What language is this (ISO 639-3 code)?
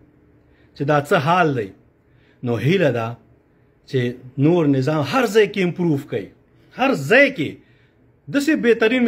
pus